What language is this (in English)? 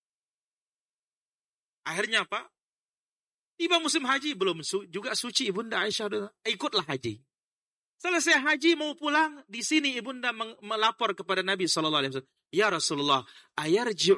Indonesian